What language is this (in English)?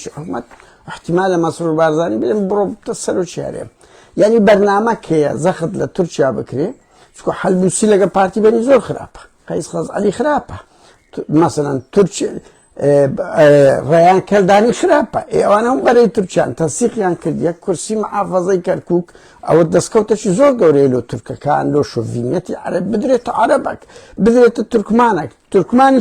Central Kurdish